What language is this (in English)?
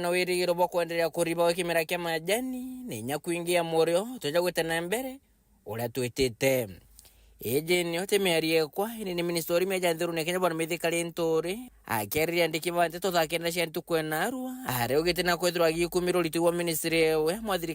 Meru